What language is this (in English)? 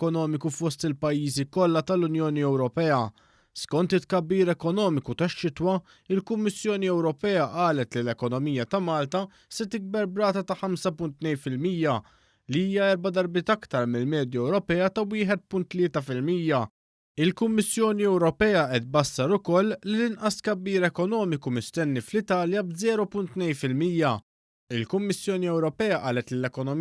Maltese